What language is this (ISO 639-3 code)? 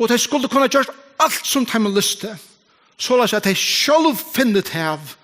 fao